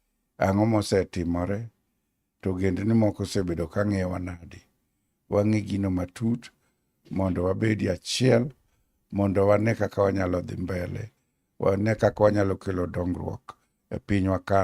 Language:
Luo (Kenya and Tanzania)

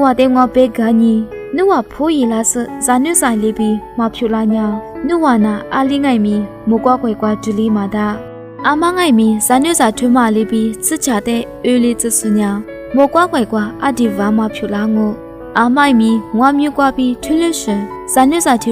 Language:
Lisu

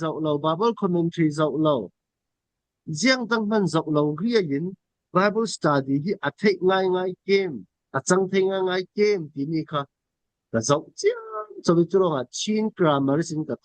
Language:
Falam Chin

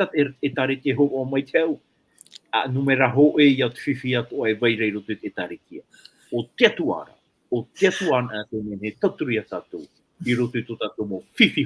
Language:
Tahitian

